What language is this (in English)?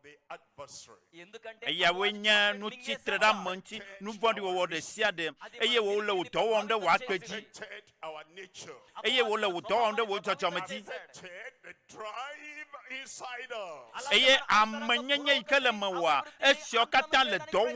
Ewe